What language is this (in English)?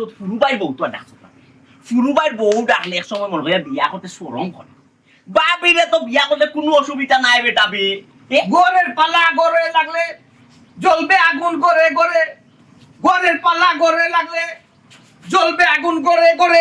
Sylheti